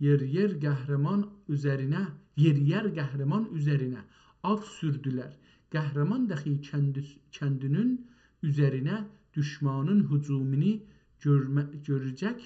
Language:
South Azerbaijani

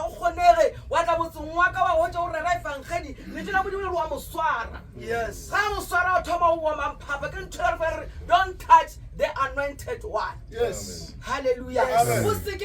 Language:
Northern Sotho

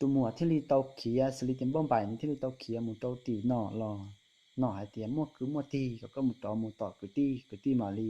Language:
Hmong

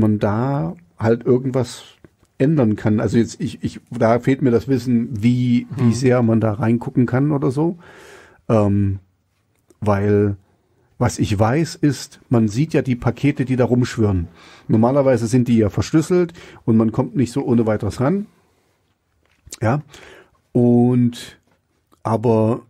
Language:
German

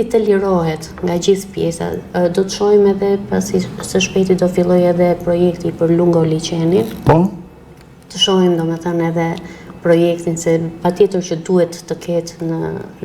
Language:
Albanian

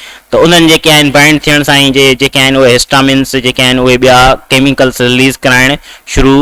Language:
Sindhi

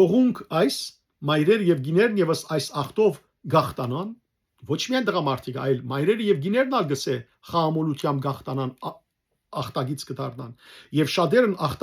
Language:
Western Armenian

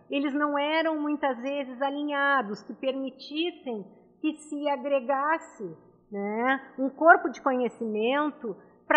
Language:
Portuguese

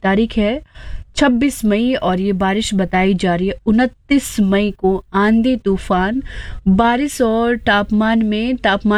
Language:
Hindi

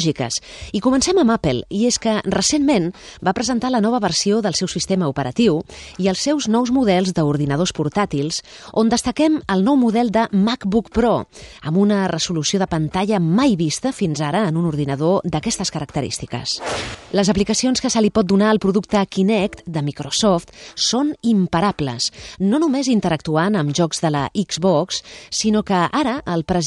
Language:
Catalan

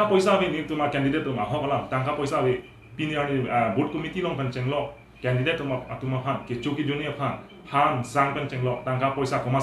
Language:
Karbi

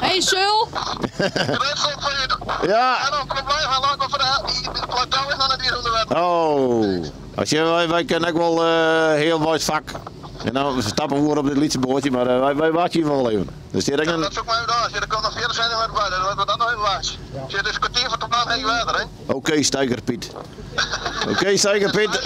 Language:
Western Frisian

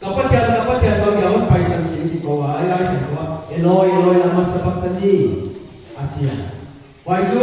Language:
Paite Chin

